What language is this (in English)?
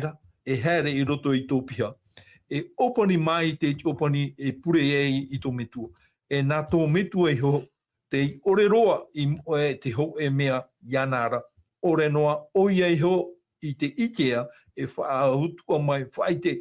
Tahitian